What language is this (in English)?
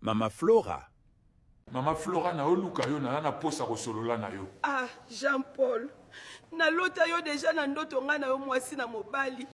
Lingala